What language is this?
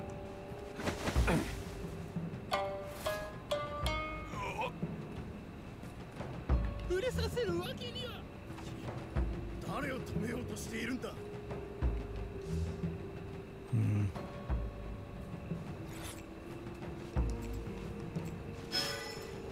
Japanese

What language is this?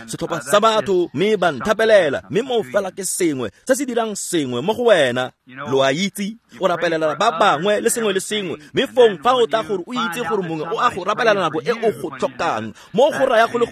Tswana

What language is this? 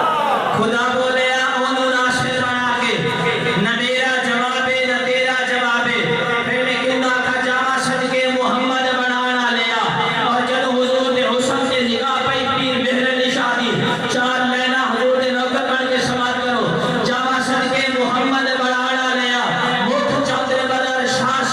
Saraiki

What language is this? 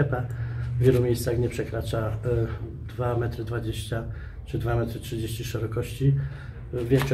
Polish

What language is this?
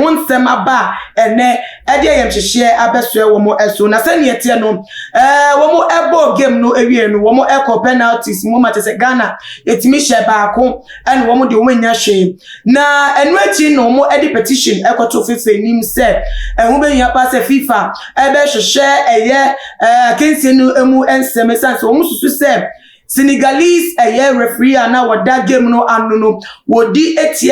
Akan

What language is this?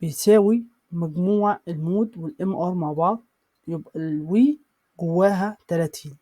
Egyptian Arabic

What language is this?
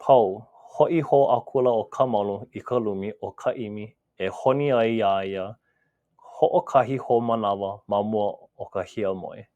Hawaiian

